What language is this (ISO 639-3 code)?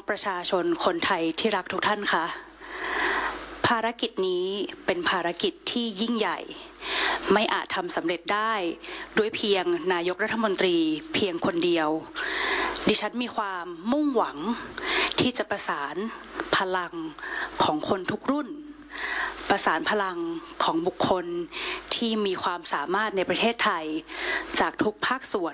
tha